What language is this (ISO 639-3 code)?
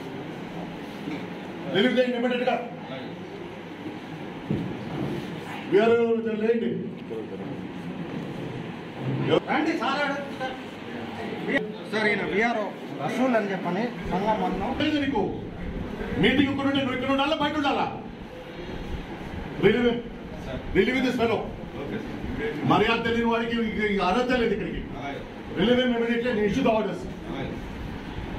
tel